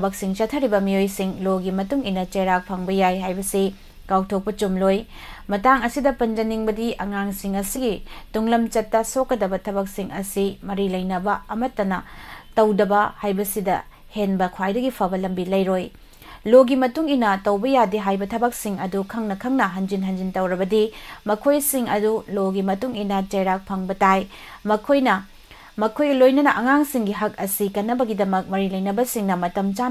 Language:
Manipuri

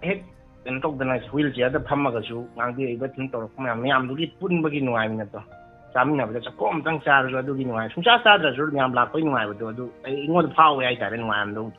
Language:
Manipuri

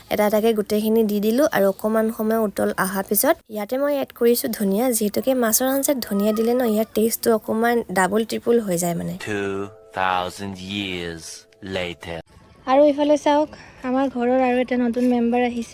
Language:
Assamese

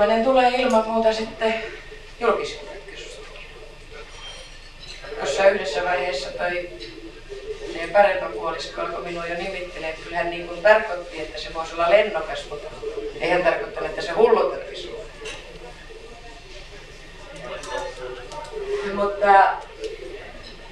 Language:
Finnish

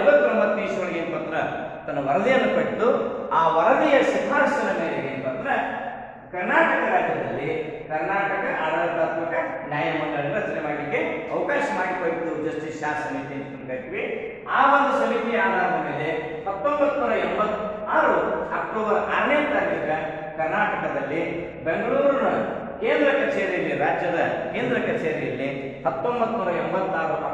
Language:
Kannada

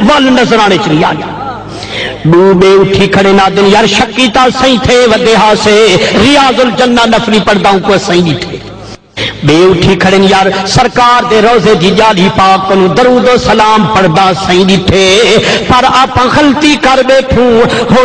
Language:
Saraiki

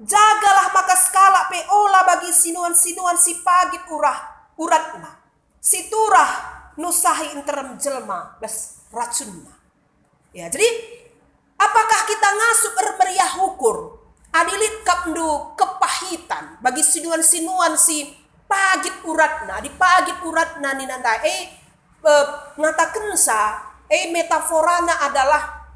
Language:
Batak Karo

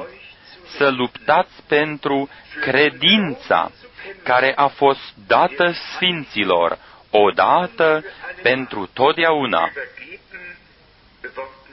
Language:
Romanian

